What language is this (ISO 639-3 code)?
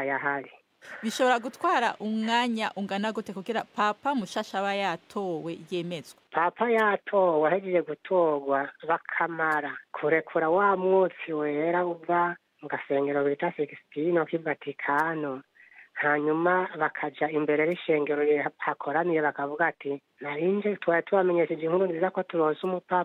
run